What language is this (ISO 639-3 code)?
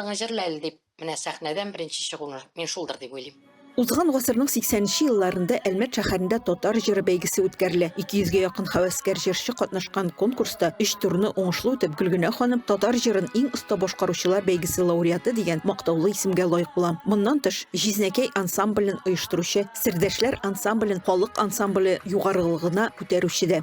tat